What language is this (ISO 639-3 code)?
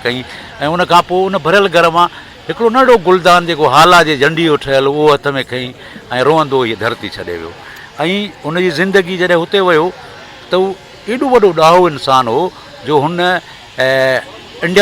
snd